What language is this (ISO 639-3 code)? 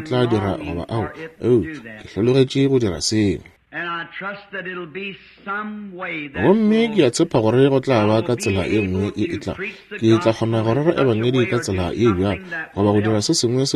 nso